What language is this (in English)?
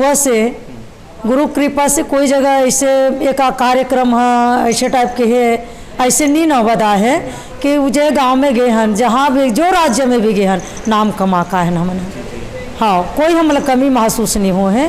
Chhattisgarhi